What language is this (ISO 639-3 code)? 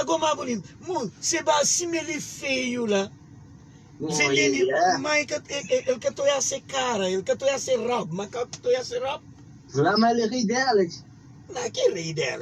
kea